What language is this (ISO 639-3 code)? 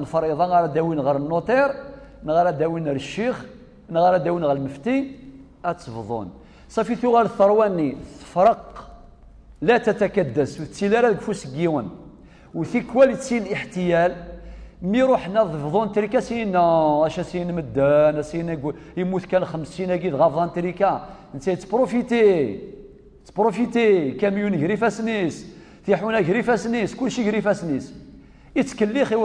kab